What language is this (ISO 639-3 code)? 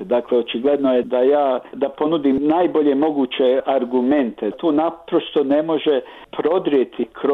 bos